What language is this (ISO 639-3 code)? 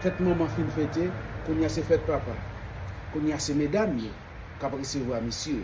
hat